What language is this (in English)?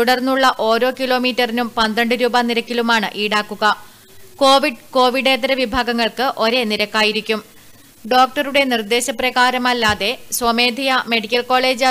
Malayalam